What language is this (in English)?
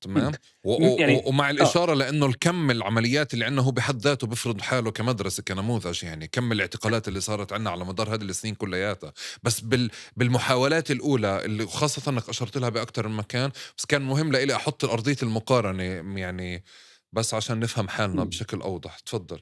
North Levantine Arabic